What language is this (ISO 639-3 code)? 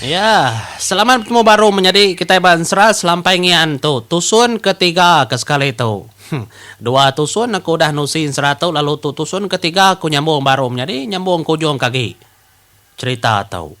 iba